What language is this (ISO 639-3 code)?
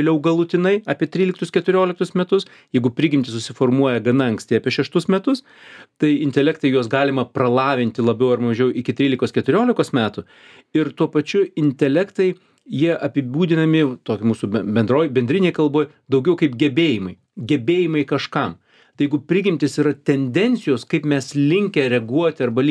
lit